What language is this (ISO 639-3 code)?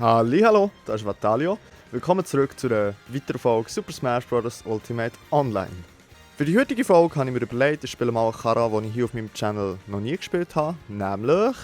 gsw